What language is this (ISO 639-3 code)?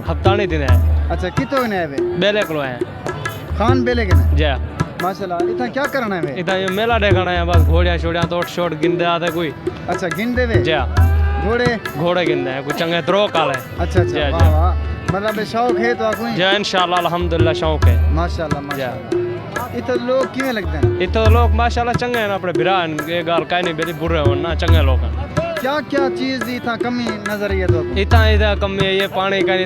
skr